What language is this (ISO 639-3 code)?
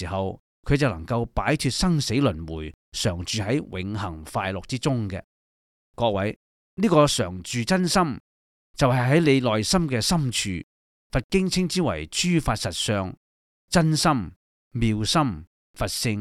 yue